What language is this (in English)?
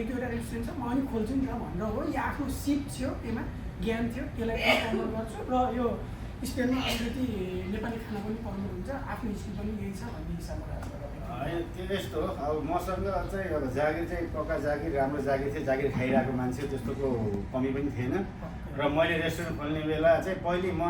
Nepali